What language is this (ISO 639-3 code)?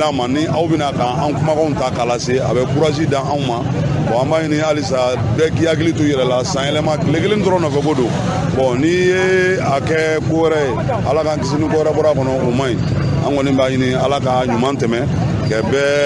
bam